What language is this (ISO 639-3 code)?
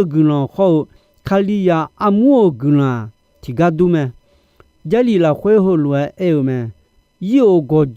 ahk